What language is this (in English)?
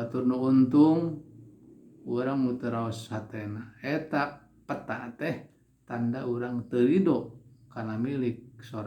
Sundanese